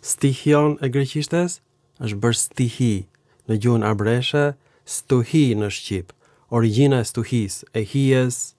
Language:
Albanian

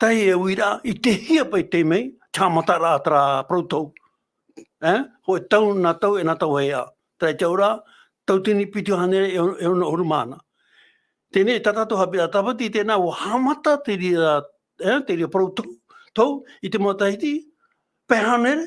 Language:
Tahitian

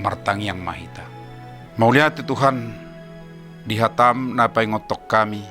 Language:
Batak Toba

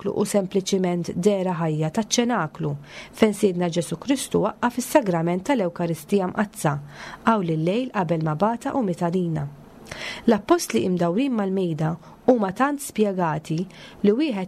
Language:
Maltese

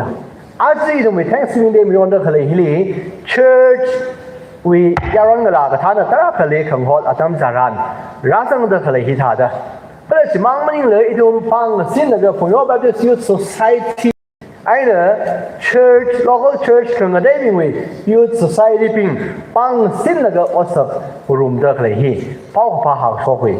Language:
Tangkhul Naga (India)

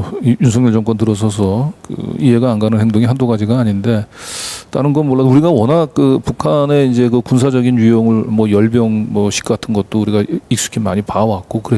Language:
Korean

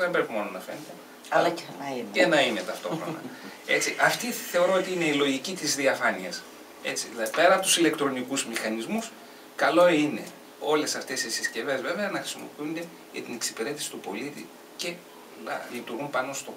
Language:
Greek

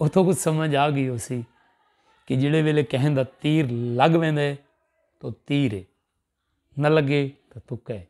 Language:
Saraiki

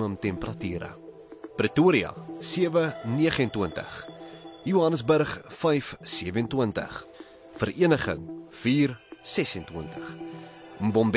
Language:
Afrikaans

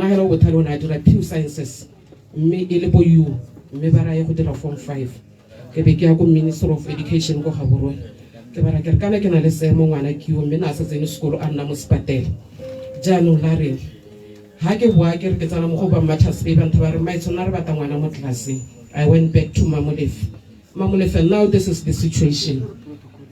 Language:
Tswana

